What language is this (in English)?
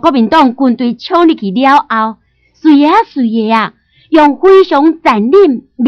Min Nan Chinese